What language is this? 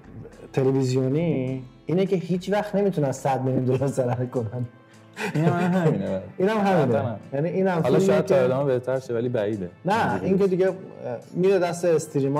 Persian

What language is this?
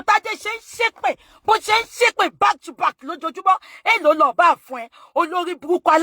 Yoruba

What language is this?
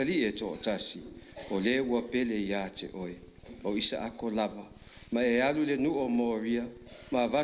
Samoan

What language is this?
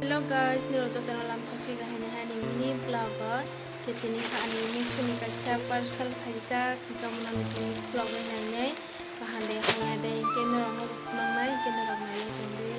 Kok Borok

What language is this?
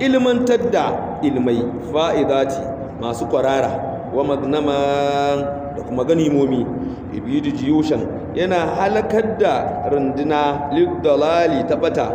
Hausa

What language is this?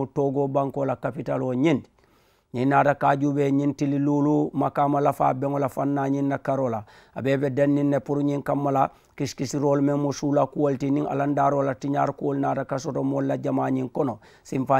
Mandingo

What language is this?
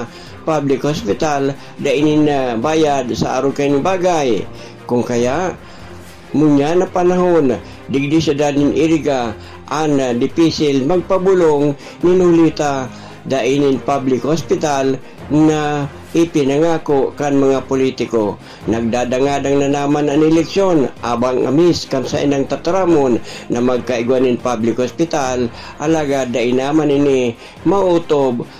Bikol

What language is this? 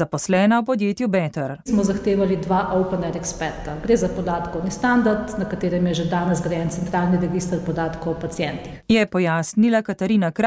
Slovenian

